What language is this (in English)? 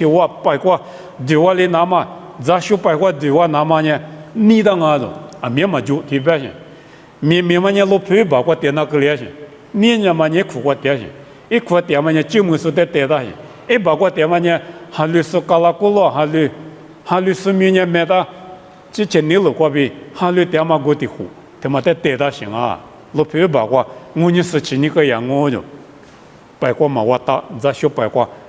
Lisu